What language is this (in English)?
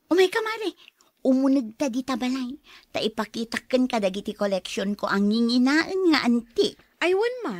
Iloko